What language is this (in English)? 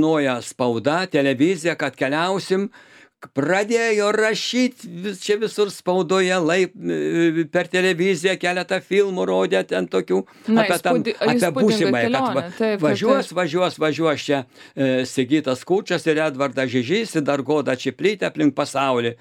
Lithuanian